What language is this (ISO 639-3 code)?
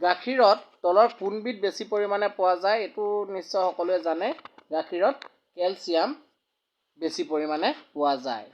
asm